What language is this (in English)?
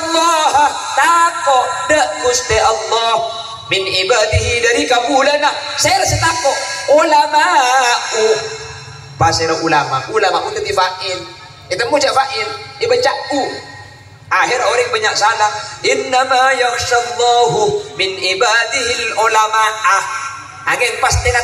Madurese